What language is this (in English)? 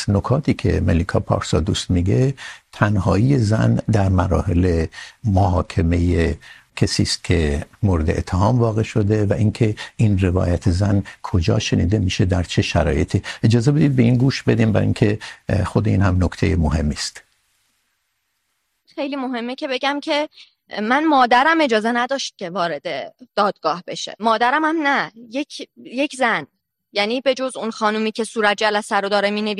Persian